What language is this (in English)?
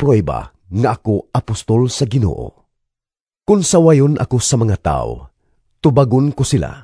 Cebuano